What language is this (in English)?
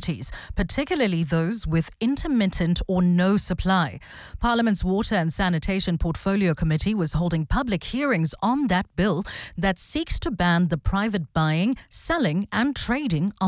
English